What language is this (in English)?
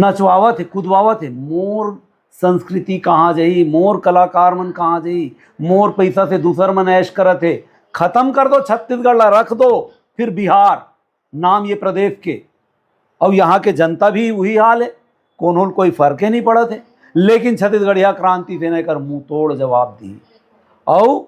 Chhattisgarhi